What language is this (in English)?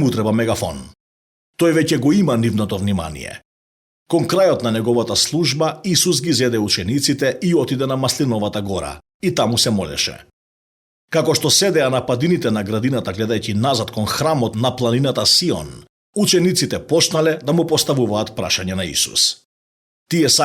Macedonian